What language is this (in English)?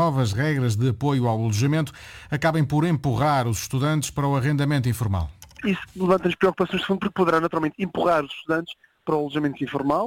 Portuguese